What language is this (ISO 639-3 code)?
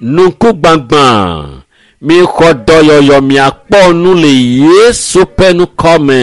ewe